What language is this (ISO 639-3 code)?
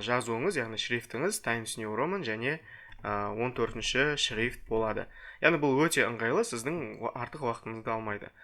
kaz